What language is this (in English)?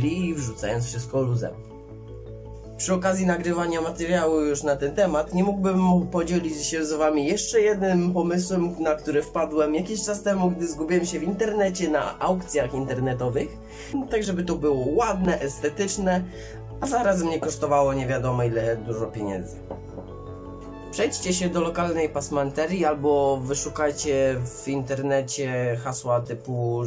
Polish